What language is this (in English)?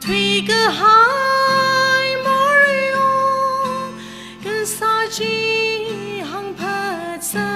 Tangkhul Naga (India)